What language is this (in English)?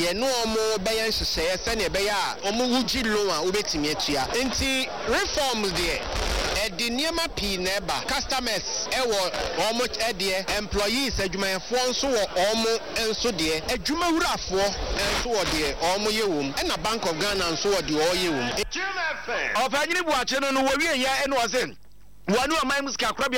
Akan